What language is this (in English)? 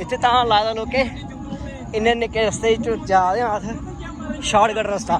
Dogri